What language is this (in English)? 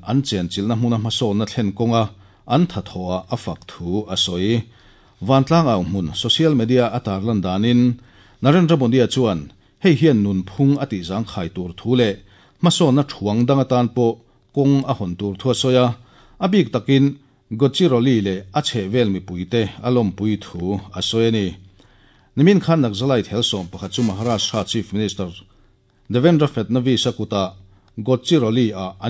Mizo